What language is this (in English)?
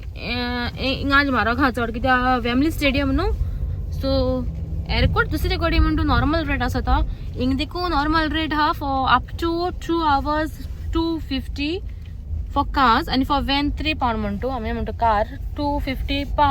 Konkani